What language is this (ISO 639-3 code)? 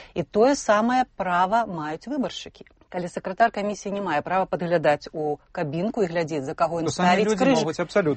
bel